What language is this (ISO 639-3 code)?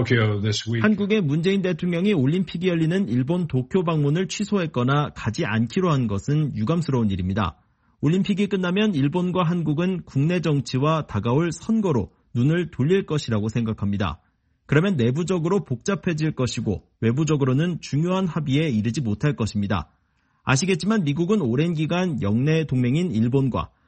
kor